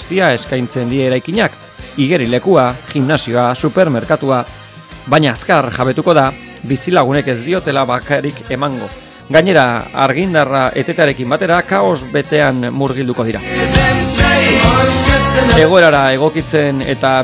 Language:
Basque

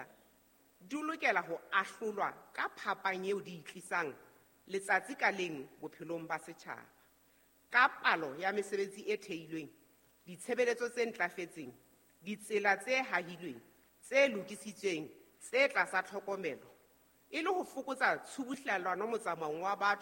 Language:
Southern Sotho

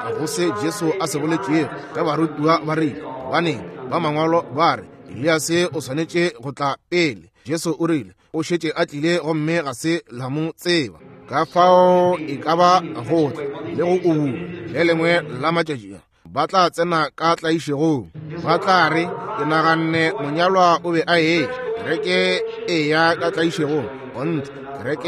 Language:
Northern Sotho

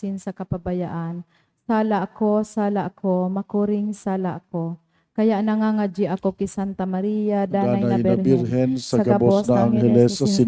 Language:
Bikol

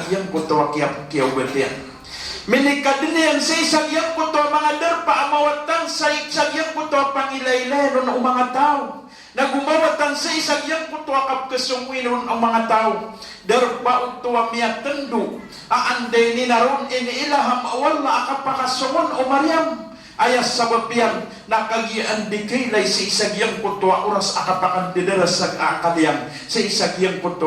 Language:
Maranao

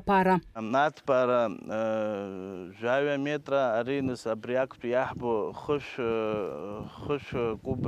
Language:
Abkhazian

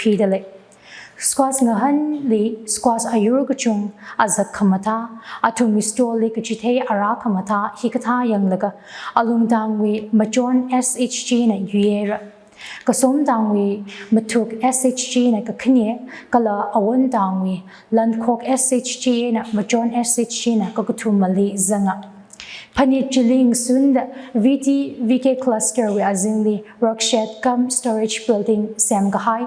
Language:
Tangkhul Naga (India)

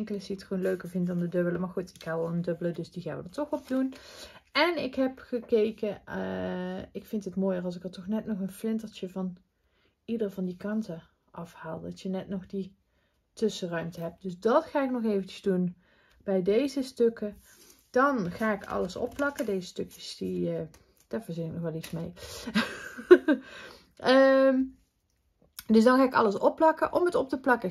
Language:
Dutch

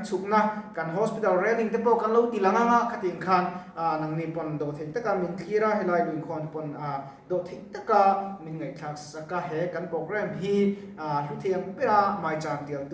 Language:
Mizo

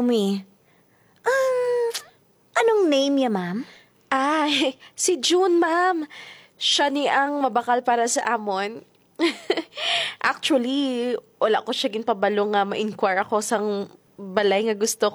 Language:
Hiligaynon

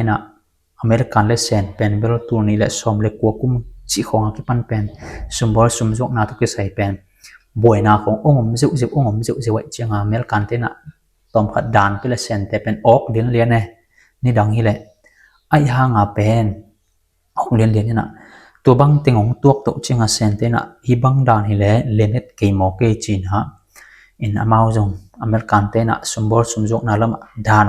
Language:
Tedim Chin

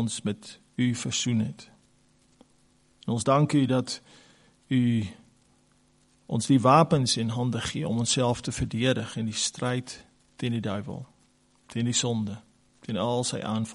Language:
Afrikaans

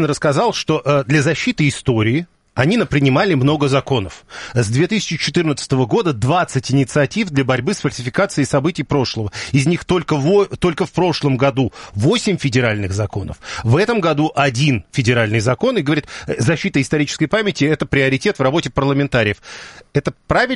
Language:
Russian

